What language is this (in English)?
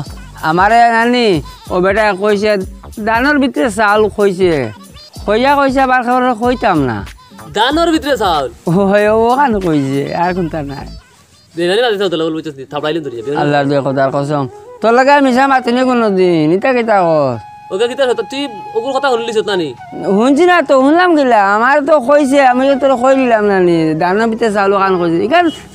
Sylheti